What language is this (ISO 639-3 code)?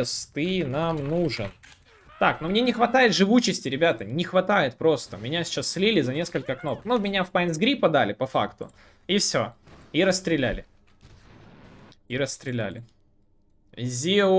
rus